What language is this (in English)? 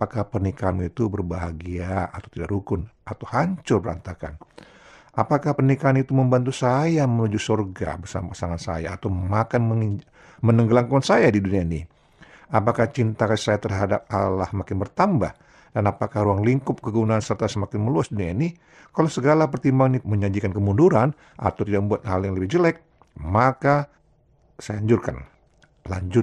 Indonesian